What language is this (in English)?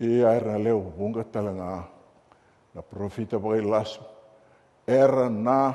Fijian